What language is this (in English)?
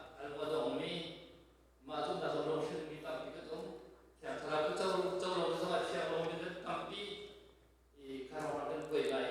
Hakha Chin